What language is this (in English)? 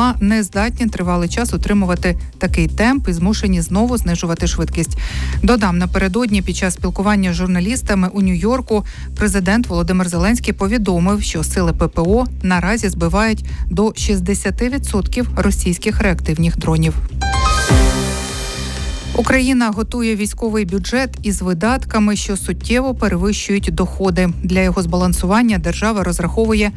Ukrainian